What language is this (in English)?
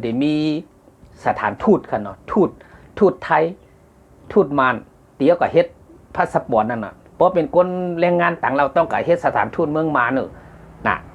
Shan